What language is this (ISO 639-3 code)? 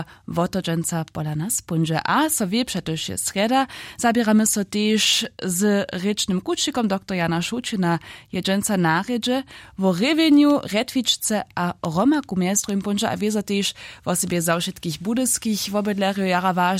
hsb